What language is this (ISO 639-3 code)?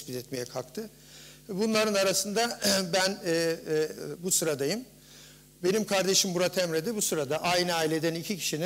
tur